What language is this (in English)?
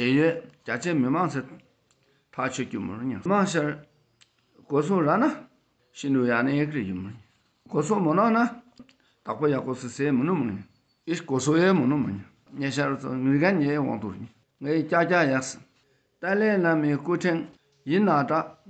Dakpakha